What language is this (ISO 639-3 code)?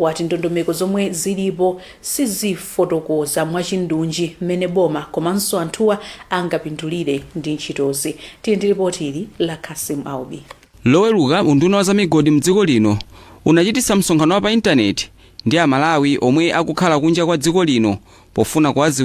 nya